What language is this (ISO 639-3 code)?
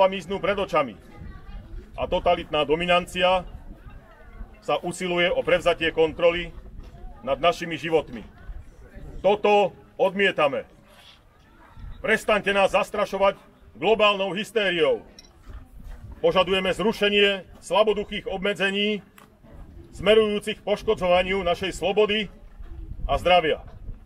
slk